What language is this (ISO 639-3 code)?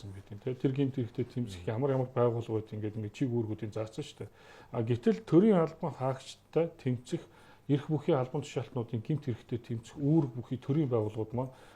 mon